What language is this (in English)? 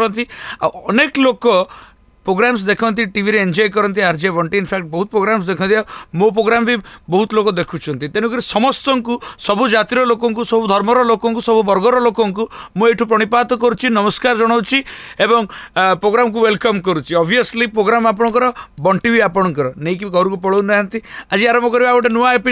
Odia